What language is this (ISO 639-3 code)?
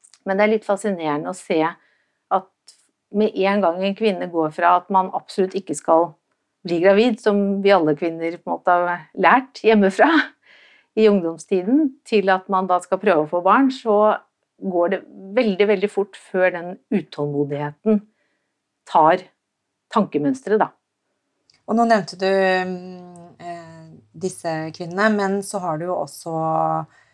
nor